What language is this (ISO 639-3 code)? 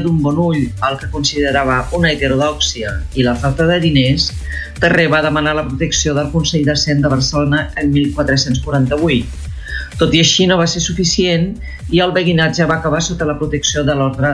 cat